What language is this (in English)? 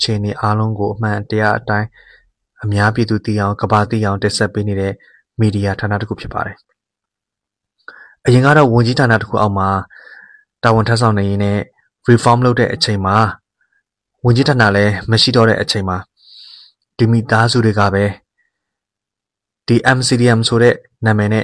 Burmese